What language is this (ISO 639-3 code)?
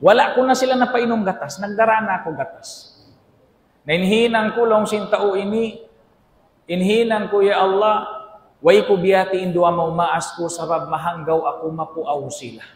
tsg